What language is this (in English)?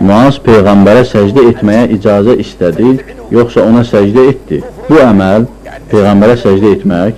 Azerbaijani